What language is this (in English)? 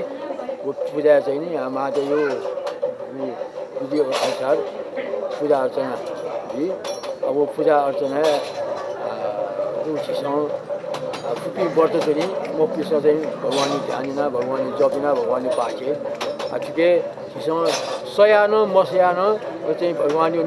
Newari